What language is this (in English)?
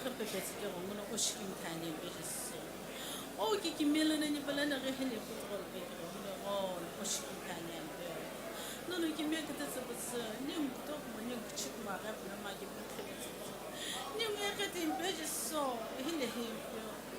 Sumi Naga